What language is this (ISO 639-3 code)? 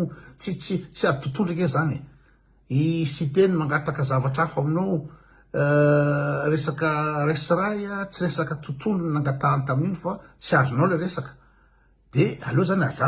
mlg